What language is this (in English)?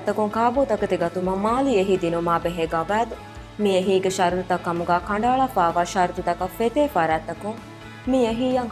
Divehi